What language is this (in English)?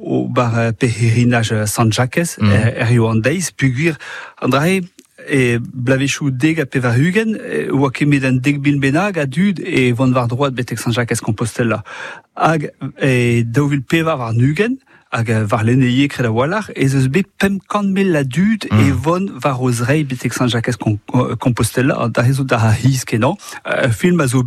Breton